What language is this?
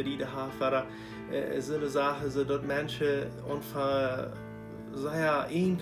Plautdietsch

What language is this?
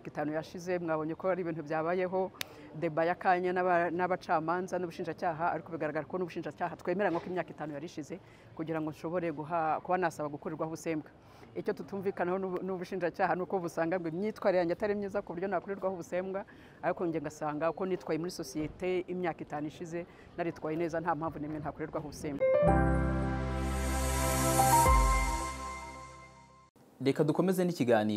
Kinyarwanda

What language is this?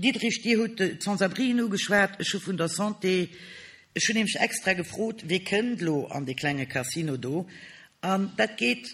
Luxembourgish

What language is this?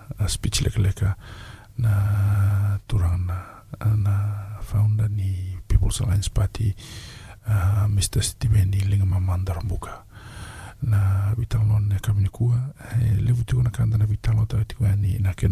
Fijian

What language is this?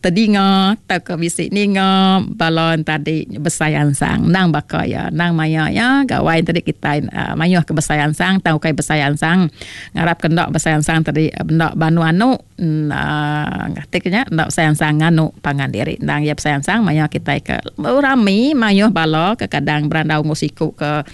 Iban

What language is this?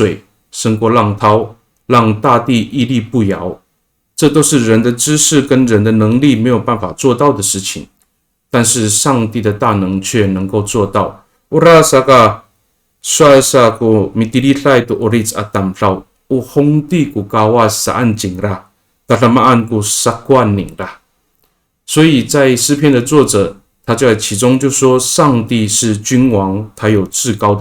Amis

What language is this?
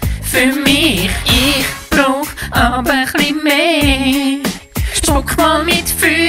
Swiss German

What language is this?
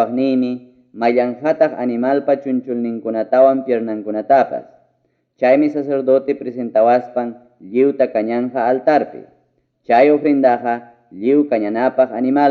Ayacucho Quechua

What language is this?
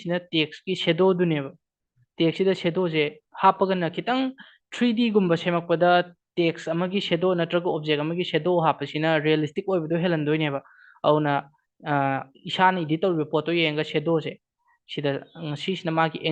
Manipuri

